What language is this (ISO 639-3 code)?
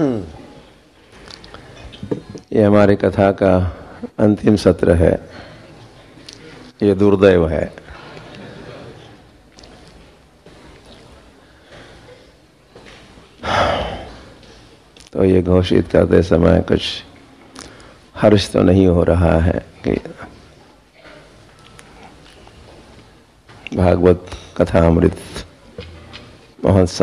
hin